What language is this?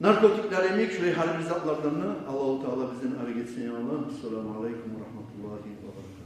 Kumyk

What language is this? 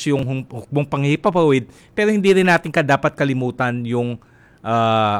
Filipino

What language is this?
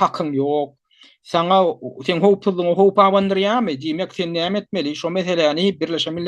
Turkmen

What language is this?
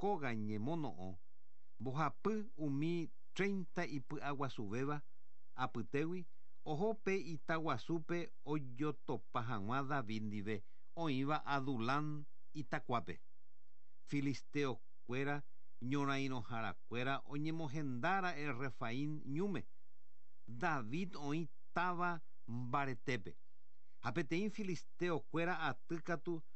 Guarani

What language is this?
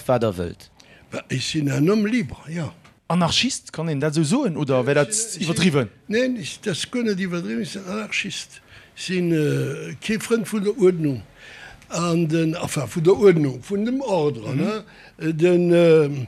Luxembourgish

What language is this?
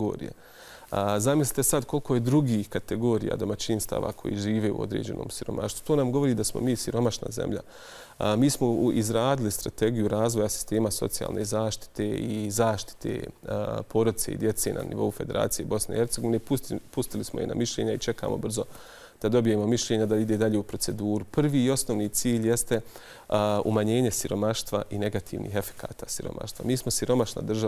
Bosnian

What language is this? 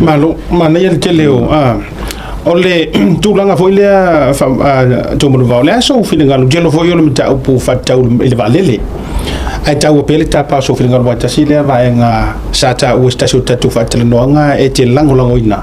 Samoan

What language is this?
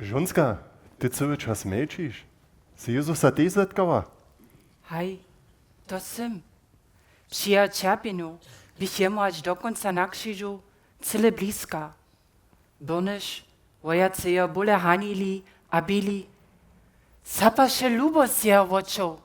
Upper Sorbian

